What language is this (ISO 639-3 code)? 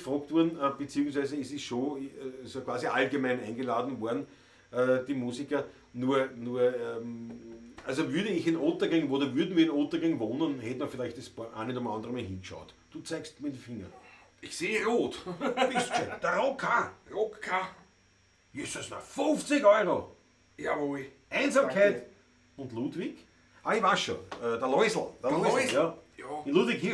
bar